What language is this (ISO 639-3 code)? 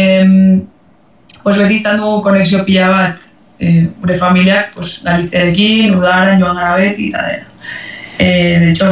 eus